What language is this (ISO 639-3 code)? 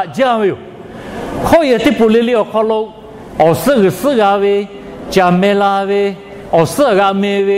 lhu